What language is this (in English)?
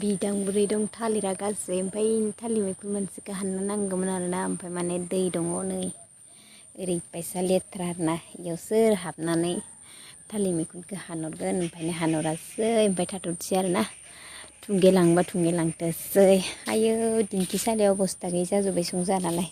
Bodo